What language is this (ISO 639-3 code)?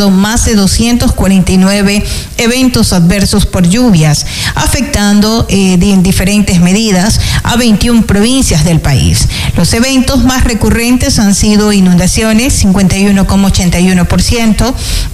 spa